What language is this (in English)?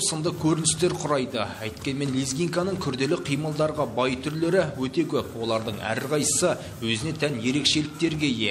Kazakh